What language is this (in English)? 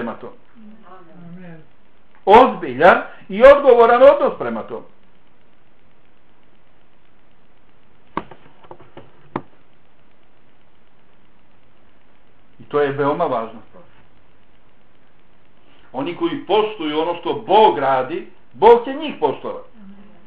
Bosnian